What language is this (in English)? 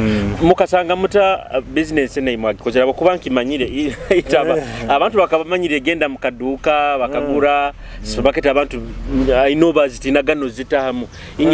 Nyoro